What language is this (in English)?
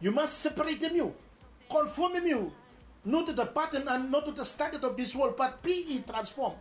Bislama